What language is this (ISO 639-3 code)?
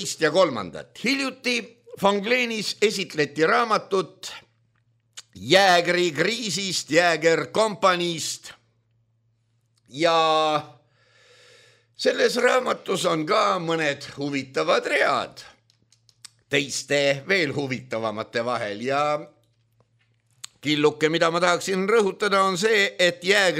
est